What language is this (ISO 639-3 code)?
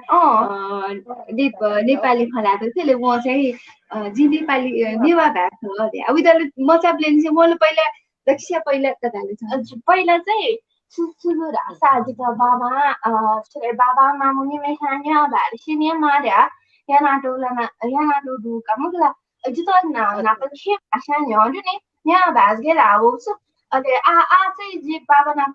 new